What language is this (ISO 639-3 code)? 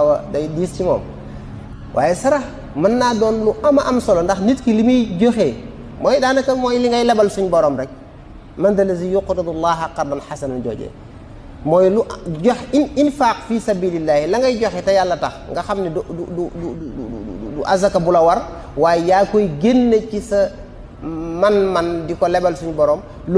wol